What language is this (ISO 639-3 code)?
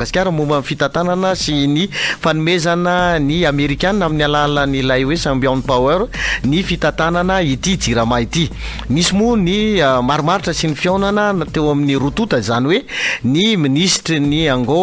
mlg